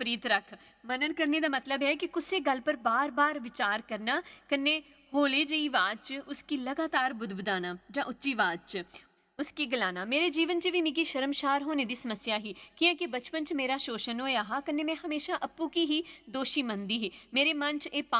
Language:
Dogri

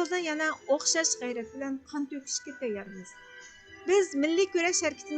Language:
Uyghur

